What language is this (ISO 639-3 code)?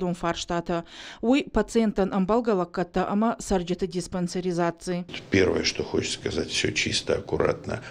oss